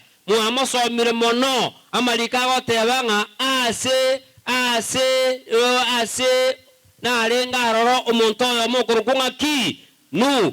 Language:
Gusii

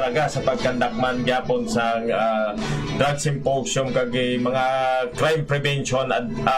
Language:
Hiligaynon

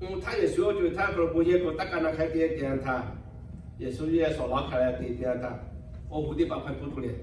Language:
Lahu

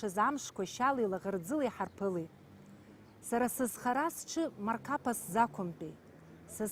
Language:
Abkhazian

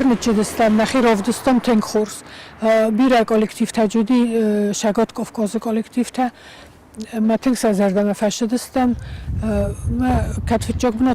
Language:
Ossetic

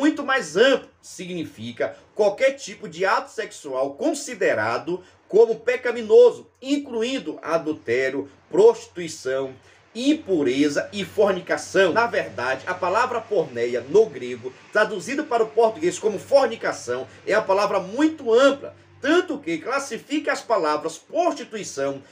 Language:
Portuguese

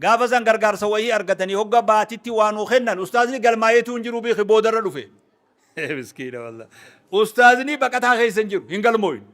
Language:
Oromo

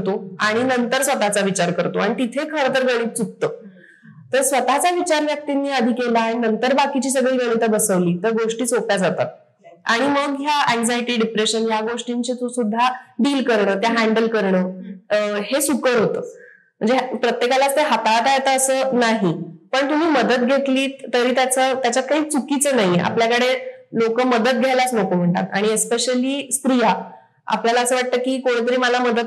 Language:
Marathi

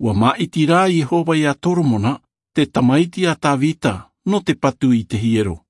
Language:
Tahitian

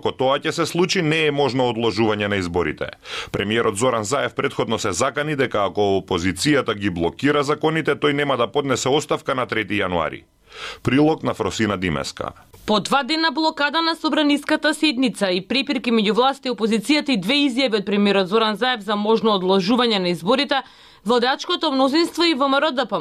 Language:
Macedonian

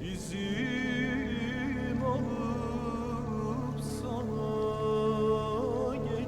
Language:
Persian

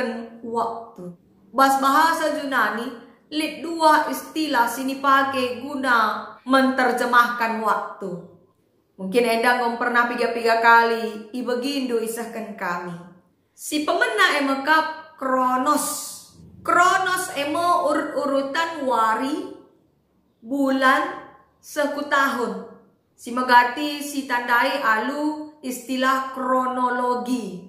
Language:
Batak Karo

